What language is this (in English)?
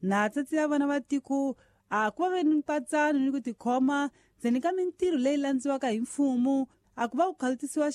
Tsonga